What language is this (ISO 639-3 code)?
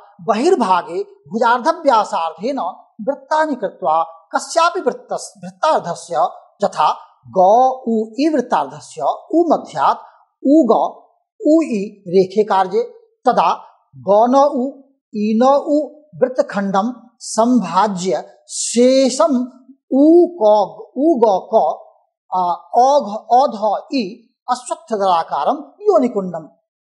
san